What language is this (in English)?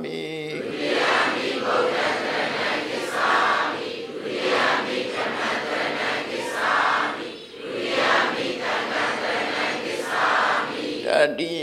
Burmese